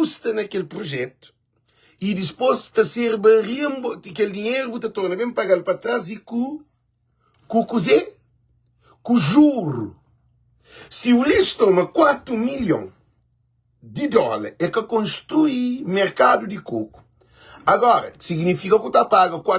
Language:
Kabuverdianu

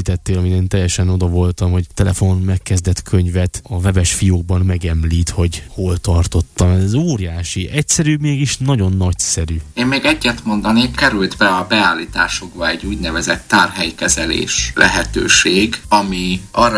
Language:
Hungarian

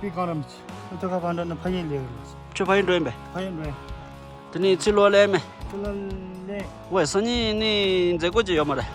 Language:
Tibetan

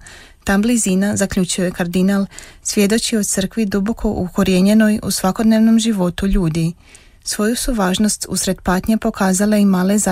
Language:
Croatian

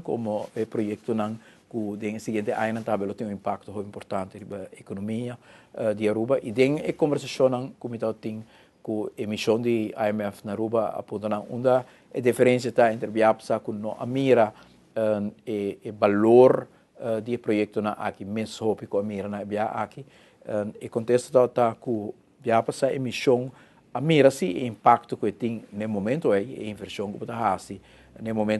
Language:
Papiamento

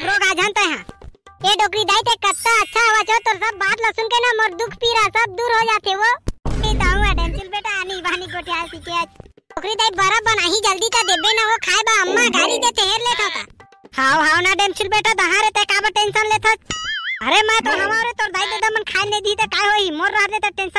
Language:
Chhattisgarhi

